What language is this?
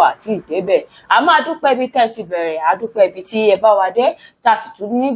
Yoruba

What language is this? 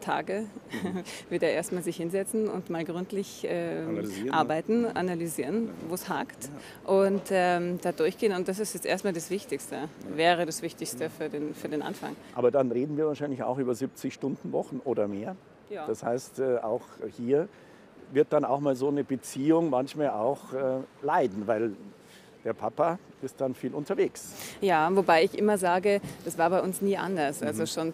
German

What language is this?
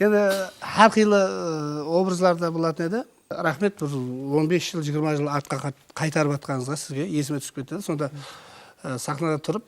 Kara-Kalpak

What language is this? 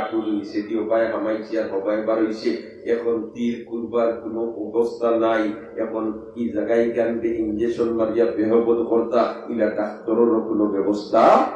Sylheti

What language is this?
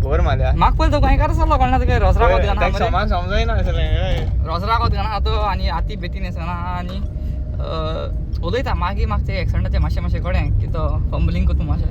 Konkani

